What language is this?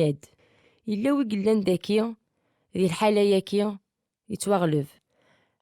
Kabyle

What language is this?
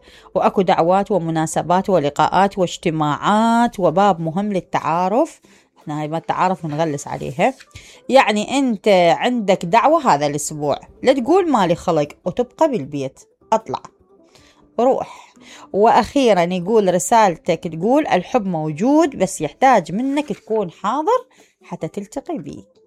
Mesopotamian Arabic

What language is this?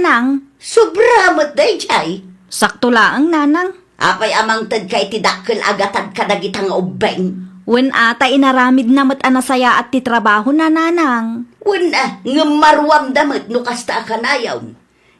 Iloko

